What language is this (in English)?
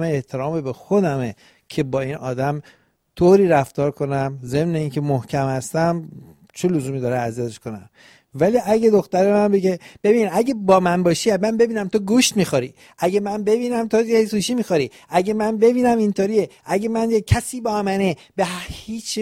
Persian